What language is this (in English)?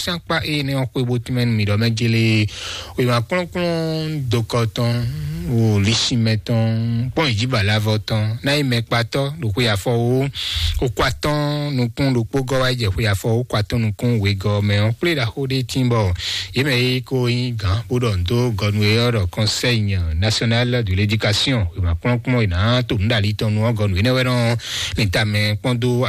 Fon